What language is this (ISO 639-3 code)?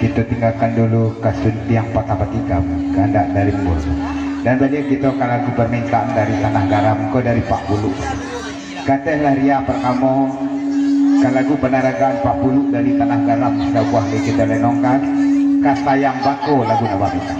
min